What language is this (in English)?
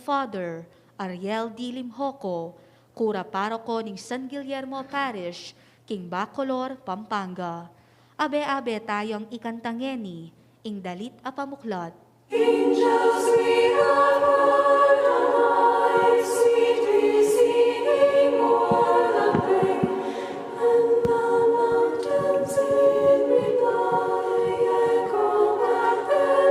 Pampanga